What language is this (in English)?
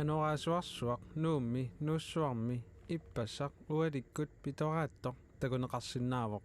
Kalaallisut